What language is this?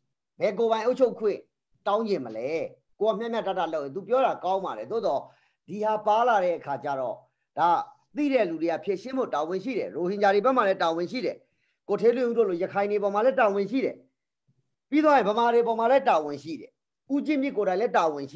Burmese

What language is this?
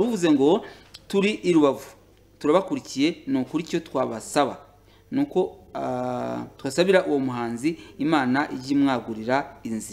Kinyarwanda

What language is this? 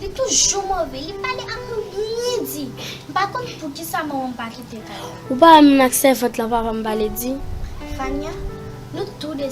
Haitian Creole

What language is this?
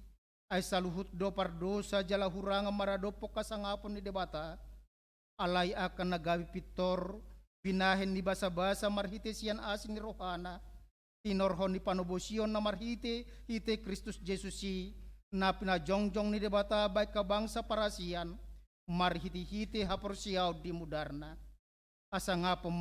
Batak Toba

